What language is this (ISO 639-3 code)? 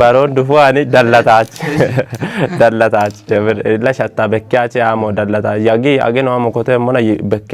kbr